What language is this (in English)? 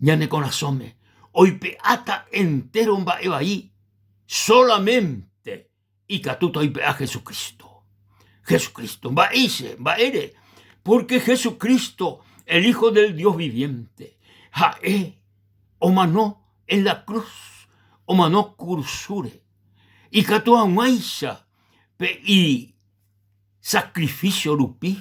Guarani